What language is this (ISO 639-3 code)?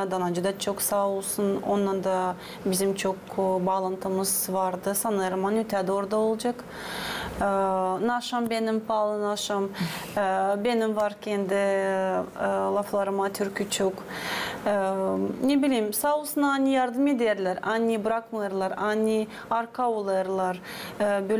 gag